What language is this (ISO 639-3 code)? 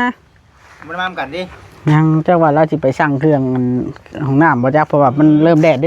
tts